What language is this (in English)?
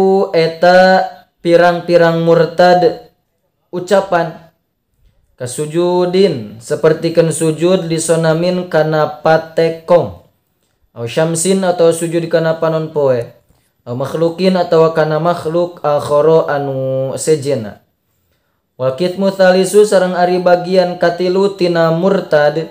Sundanese